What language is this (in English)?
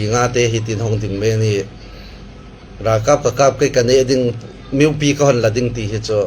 Falam Chin